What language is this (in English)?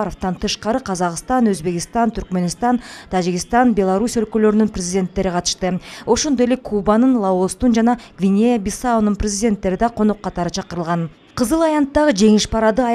Kyrgyz